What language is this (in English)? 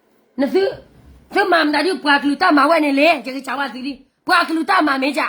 S'gaw Karen